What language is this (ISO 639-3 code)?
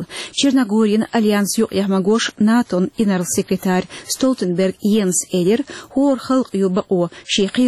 che